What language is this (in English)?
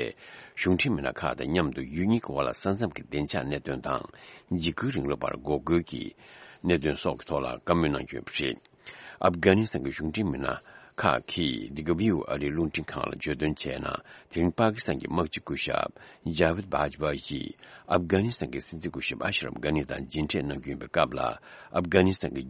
Tibetan